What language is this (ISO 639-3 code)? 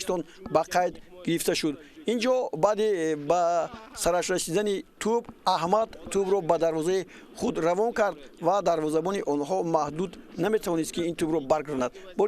tgk